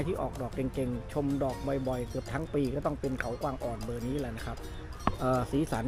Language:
Thai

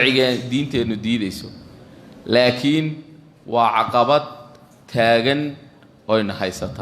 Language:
Somali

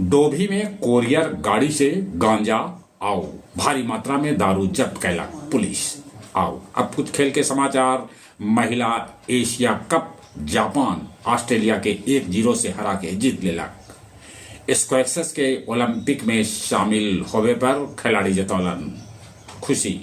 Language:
Magahi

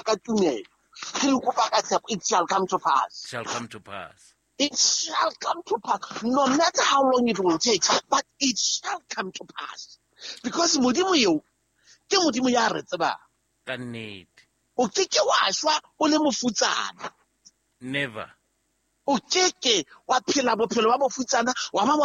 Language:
Southern Sotho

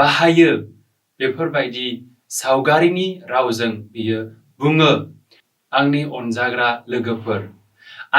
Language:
Bodo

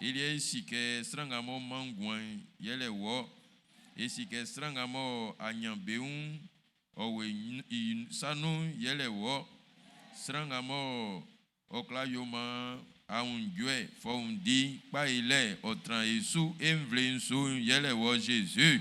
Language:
Baoulé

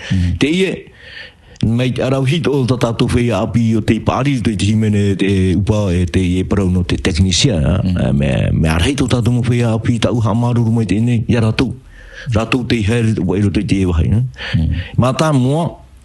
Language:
Tahitian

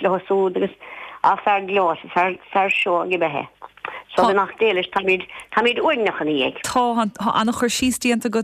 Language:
Irish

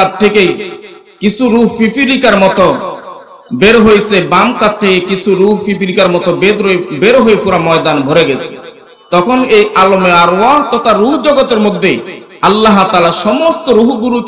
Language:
Bangla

